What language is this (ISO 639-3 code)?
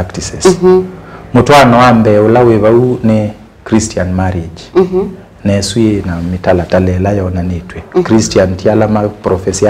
kam